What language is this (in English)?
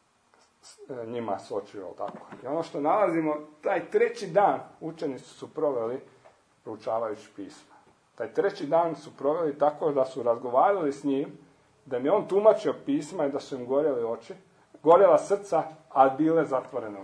Croatian